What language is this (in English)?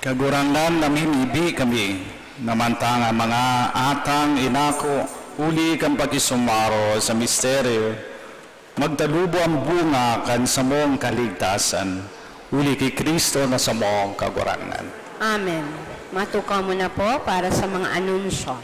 Bikol